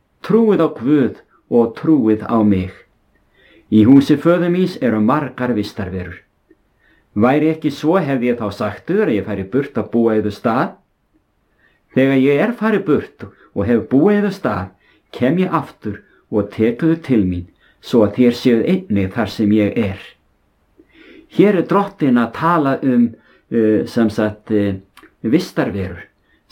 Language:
Icelandic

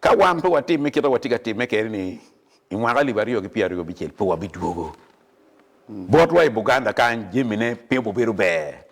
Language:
Acoli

